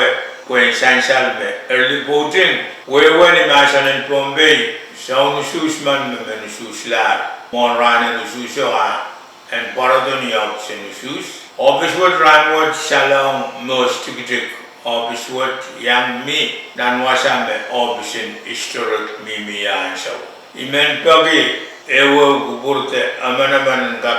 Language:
Pohnpeian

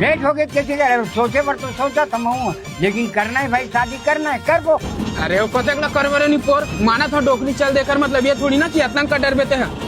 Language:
Chhattisgarhi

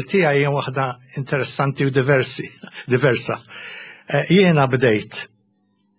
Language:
Maltese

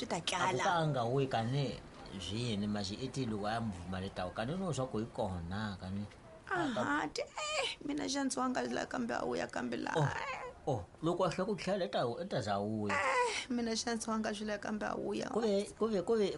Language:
Tsonga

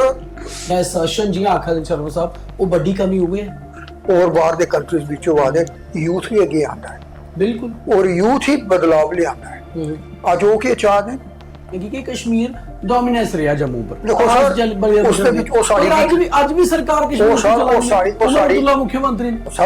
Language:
Dogri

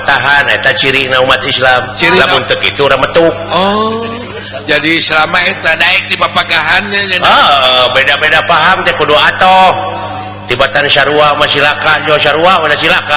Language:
Sundanese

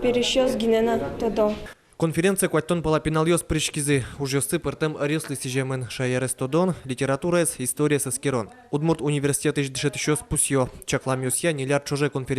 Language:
Udmurt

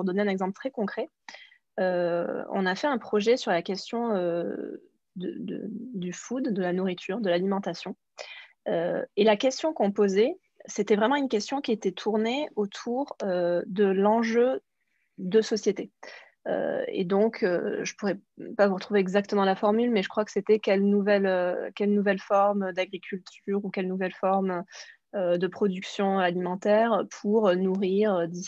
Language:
French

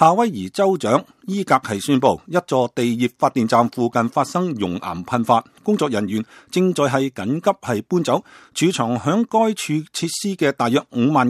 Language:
Cantonese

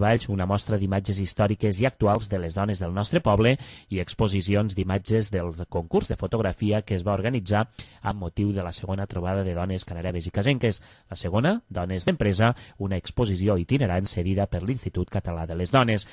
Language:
Catalan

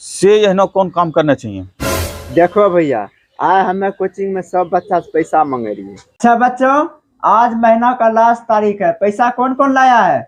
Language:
Angika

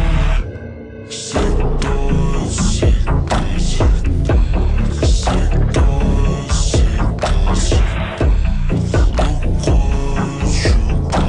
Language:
English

